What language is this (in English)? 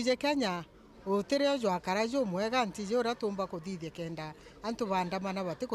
Meru